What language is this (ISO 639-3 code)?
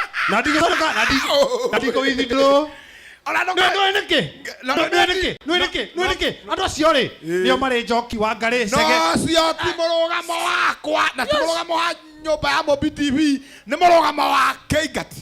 kik